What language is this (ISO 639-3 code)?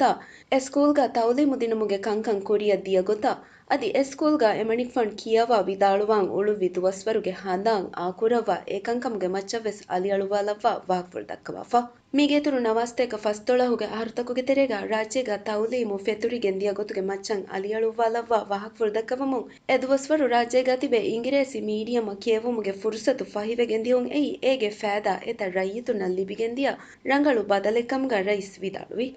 div